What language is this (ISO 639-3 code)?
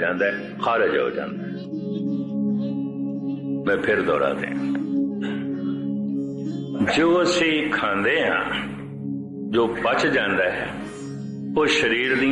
pan